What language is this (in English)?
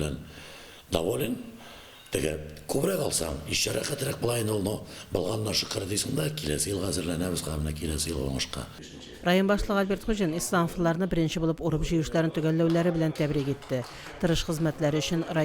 Tatar